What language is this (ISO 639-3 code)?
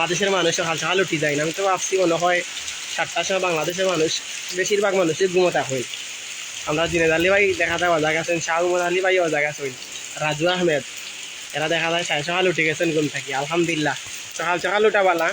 syl